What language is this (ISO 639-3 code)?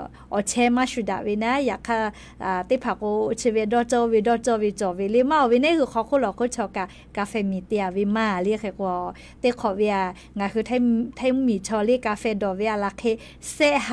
lhu